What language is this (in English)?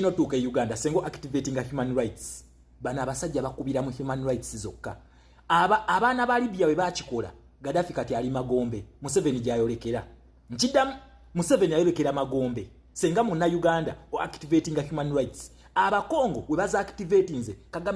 Ganda